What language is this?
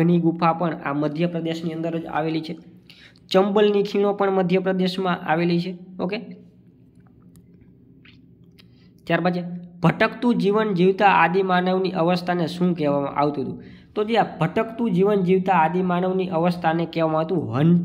Gujarati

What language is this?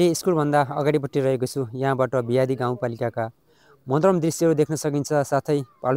Nepali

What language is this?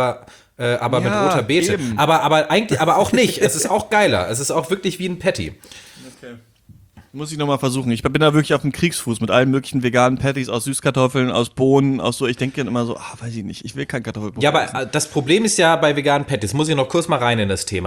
German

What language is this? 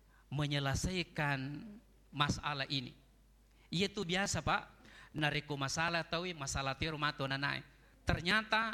Buginese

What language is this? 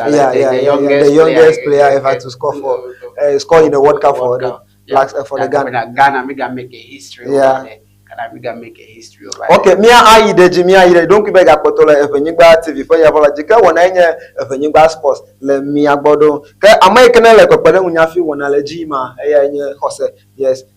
Ewe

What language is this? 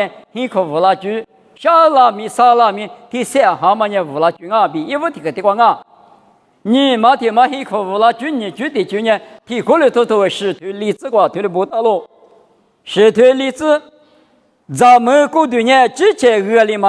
Lisu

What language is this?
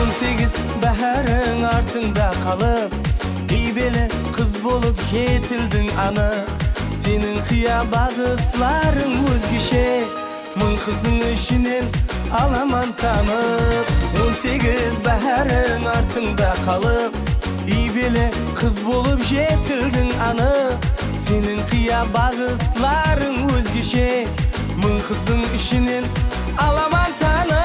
Kara-Kalpak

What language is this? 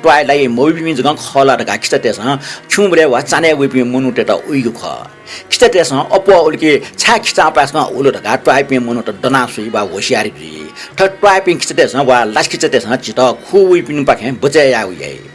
Newari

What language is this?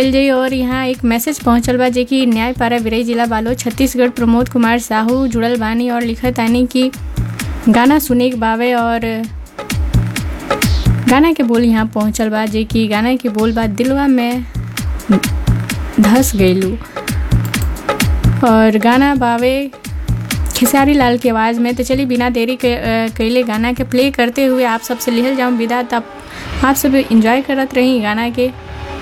Bhojpuri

